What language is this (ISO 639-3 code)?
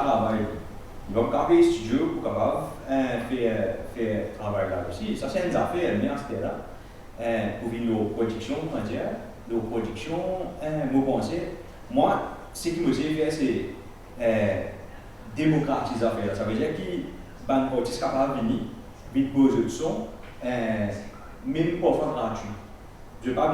mfe